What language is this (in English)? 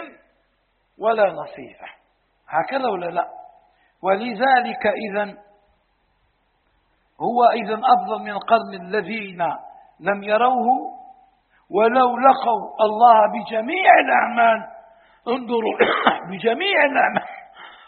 Arabic